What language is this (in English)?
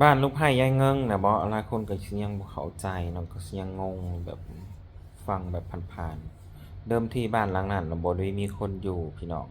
Northeastern Thai